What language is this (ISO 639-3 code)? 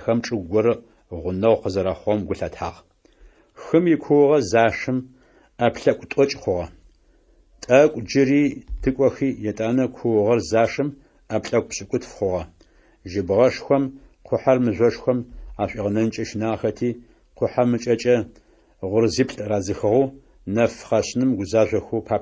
ady